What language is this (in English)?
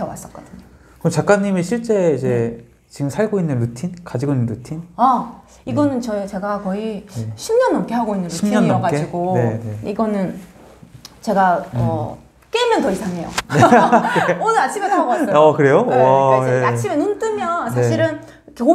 Korean